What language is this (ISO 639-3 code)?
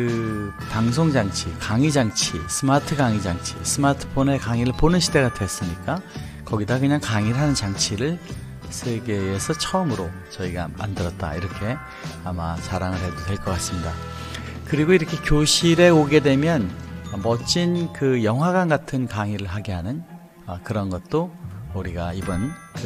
kor